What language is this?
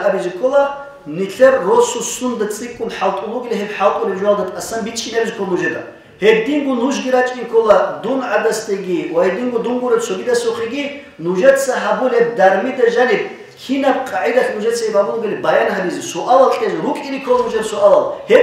Avaric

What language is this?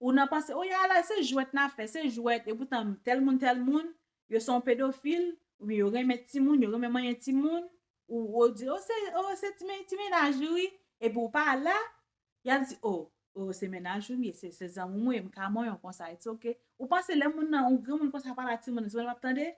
Haitian Creole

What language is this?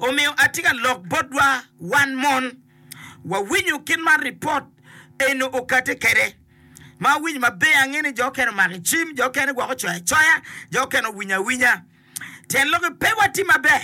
Acoli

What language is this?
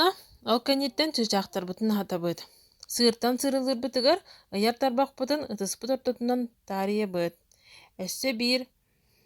Yakut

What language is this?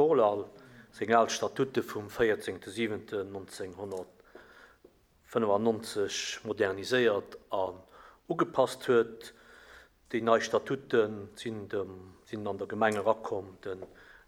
Luxembourgish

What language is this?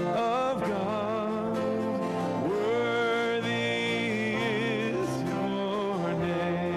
Ewe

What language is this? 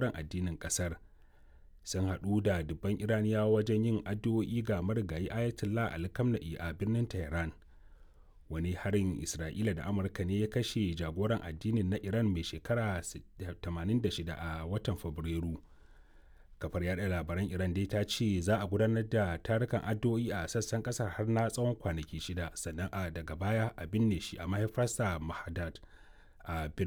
Hausa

